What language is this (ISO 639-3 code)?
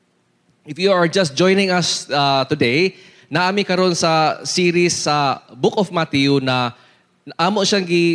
ceb